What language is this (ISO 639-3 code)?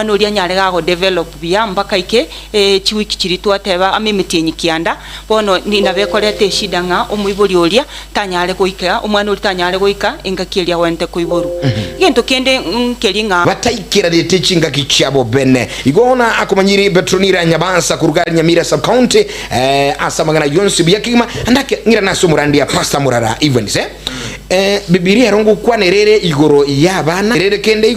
guz